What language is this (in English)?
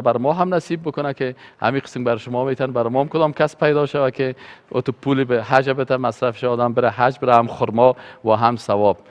Persian